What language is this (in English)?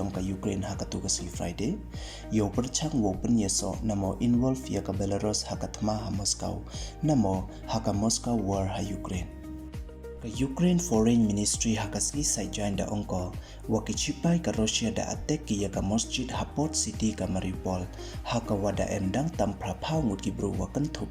Pnar